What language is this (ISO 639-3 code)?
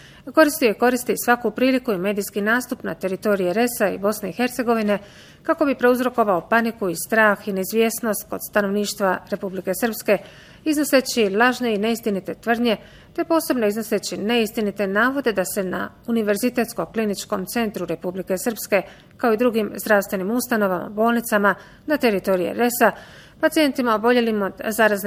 bos